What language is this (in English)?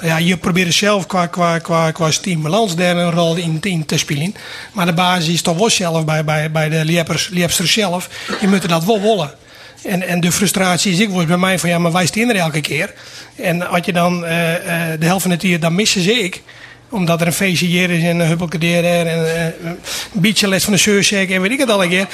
Western Frisian